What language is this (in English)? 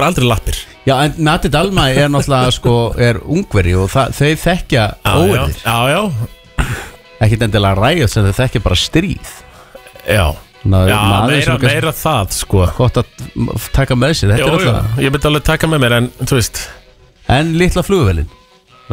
Icelandic